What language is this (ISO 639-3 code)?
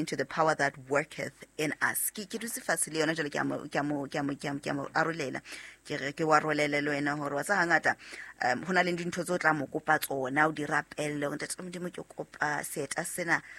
sot